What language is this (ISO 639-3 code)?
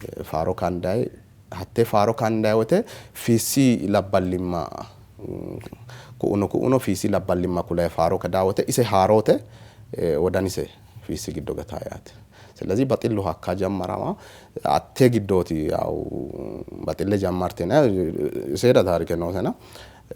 sid